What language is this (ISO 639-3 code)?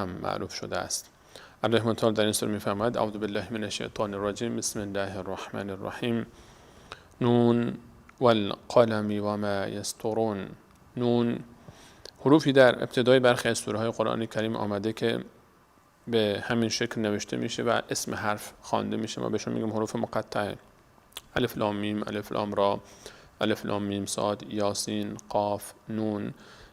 fas